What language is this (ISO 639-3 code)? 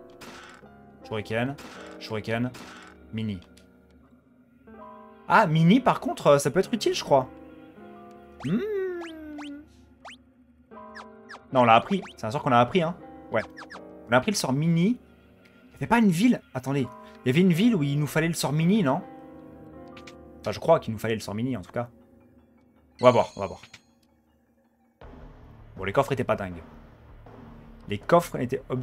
fra